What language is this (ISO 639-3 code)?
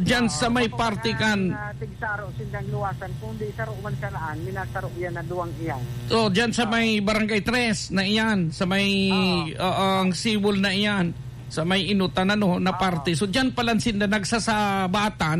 bik